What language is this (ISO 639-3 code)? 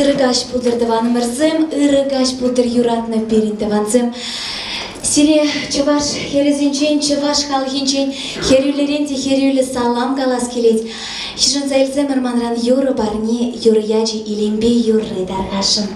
chv